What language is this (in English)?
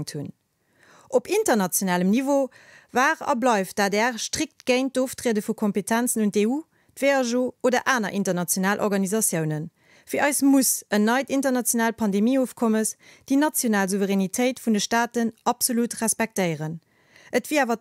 Luxembourgish